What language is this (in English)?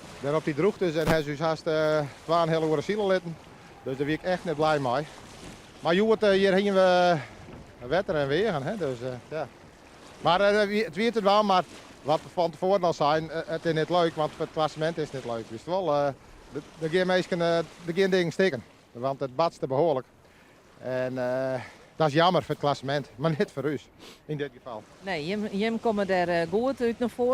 Western Frisian